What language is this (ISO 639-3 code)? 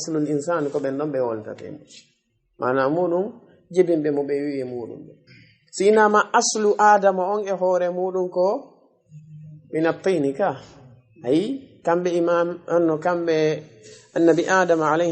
ful